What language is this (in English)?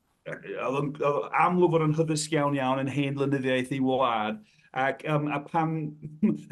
Welsh